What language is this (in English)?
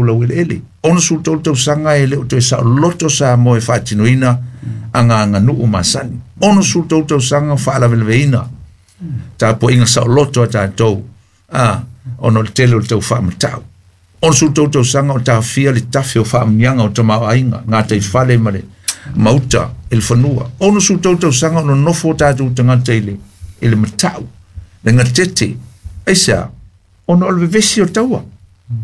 Samoan